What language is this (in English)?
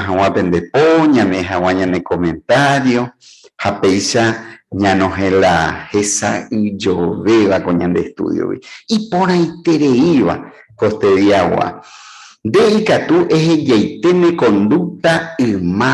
Guarani